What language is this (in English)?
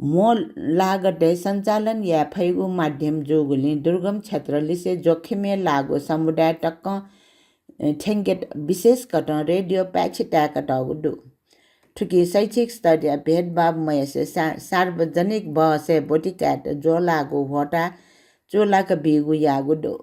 Newari